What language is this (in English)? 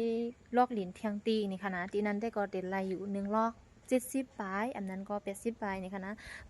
Shan